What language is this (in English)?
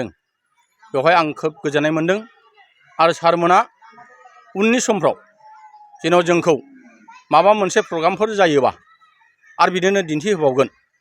Bodo